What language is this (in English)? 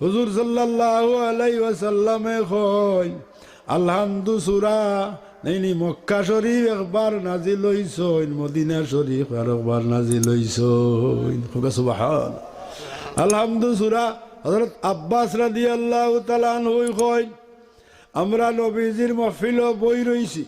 Sylheti